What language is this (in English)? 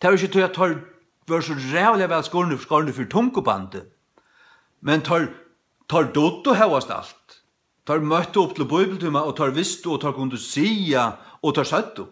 Faroese